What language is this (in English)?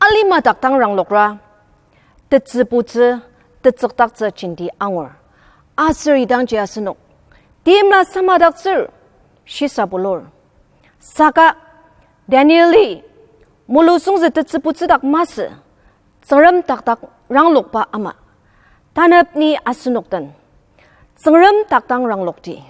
Ao Naga